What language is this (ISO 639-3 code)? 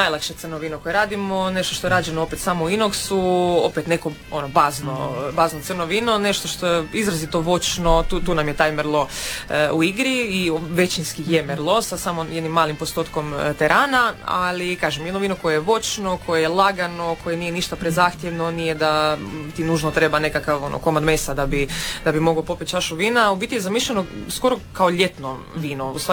hrv